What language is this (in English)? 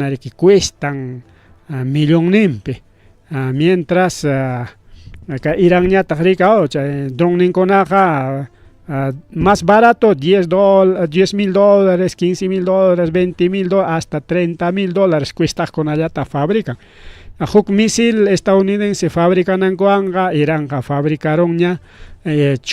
Ayacucho Quechua